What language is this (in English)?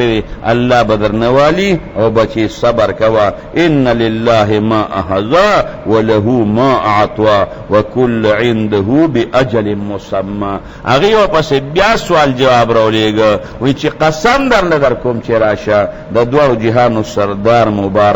Pashto